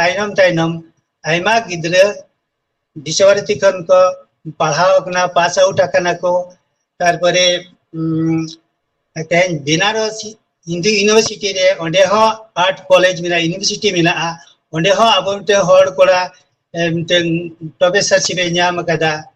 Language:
Santali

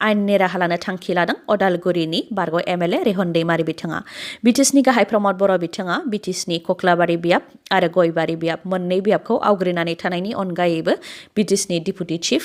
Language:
Bodo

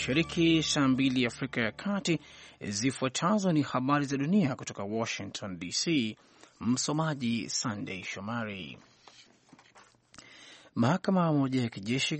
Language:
Swahili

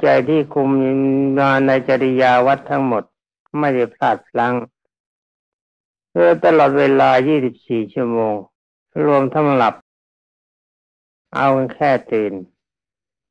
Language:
Thai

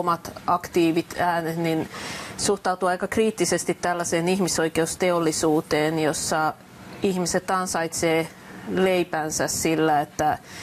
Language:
Finnish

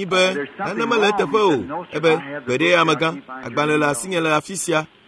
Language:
Ewe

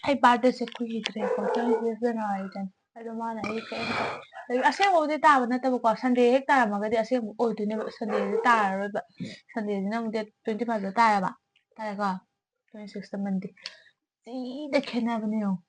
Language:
Manipuri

